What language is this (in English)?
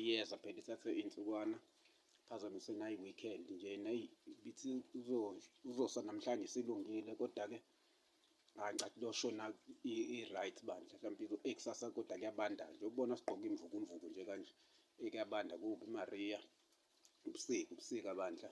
Zulu